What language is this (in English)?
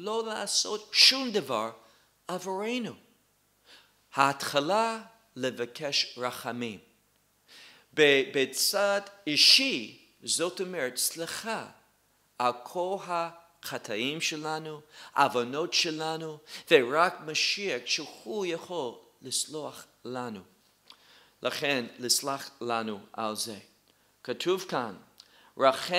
Hebrew